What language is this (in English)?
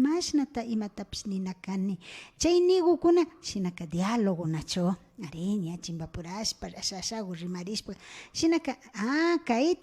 Imbabura Highland Quichua